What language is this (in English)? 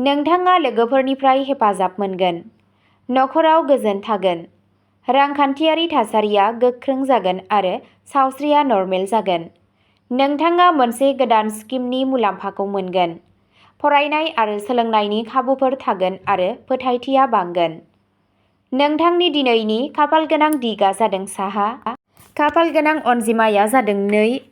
Bodo